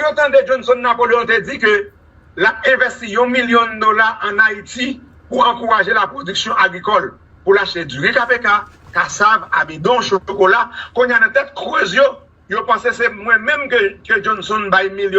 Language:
Haitian Creole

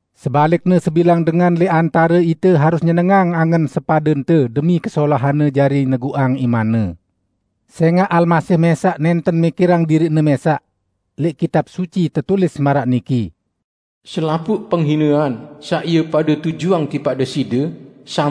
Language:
Sasak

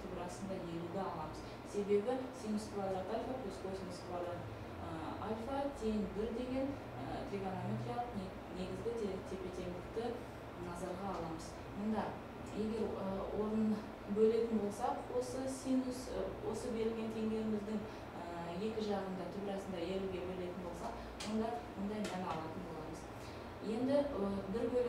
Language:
Kazakh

